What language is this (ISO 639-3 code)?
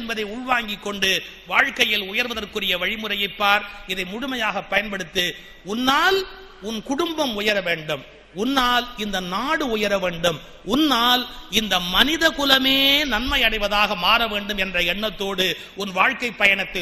tam